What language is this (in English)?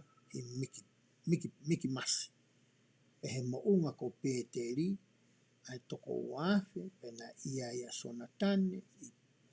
Tongan